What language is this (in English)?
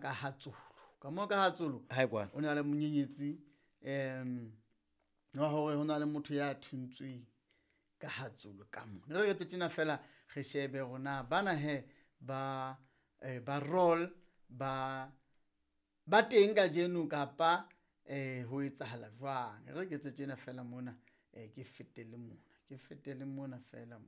Southern Sotho